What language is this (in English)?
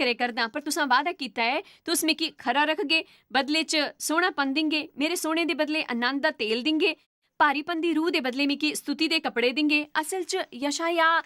Dogri